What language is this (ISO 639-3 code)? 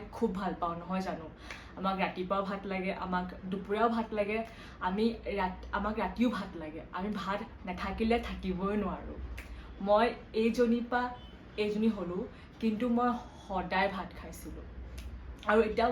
asm